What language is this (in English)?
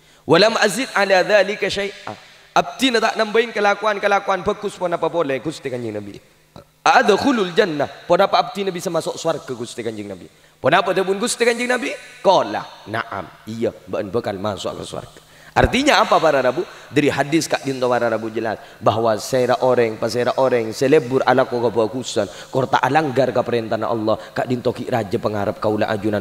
Madurese